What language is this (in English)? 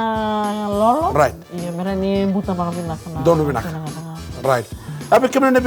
Fijian